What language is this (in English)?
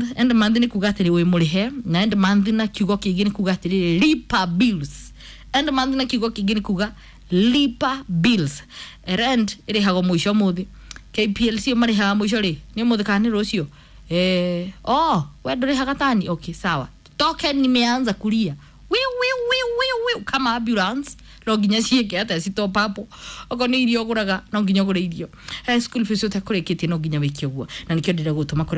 Kikuyu